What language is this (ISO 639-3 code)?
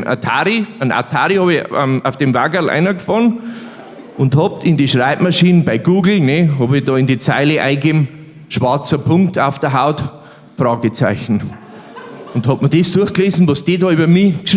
bar